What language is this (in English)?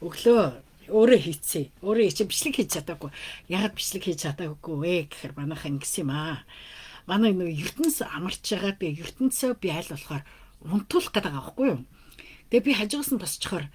Mongolian